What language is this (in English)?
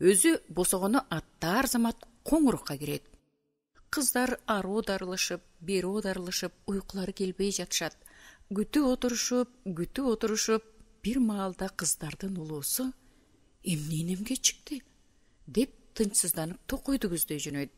Kyrgyz